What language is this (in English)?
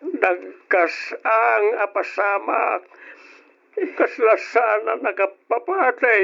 Iloko